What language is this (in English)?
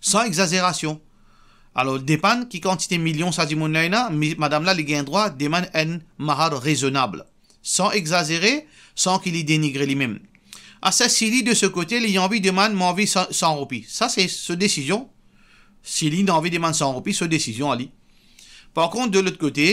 Morisyen